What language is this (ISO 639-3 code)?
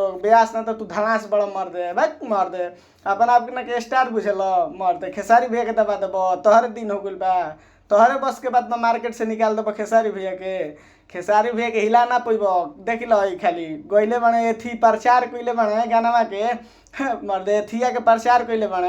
bho